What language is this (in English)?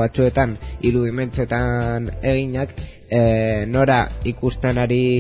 Basque